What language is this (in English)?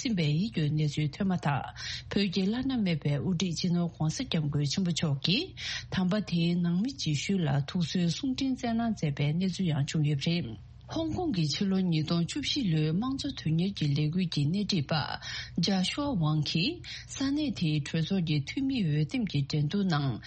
Tibetan